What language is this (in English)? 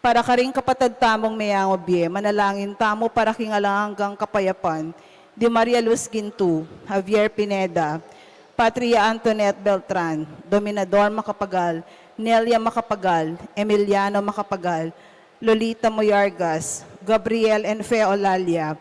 Pampanga